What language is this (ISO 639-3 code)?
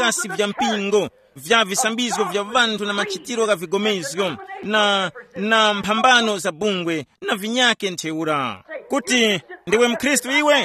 tum